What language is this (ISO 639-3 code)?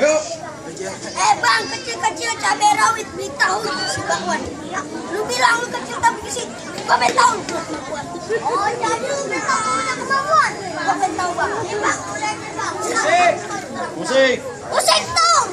bew